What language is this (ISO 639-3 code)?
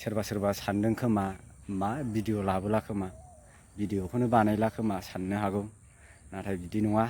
brx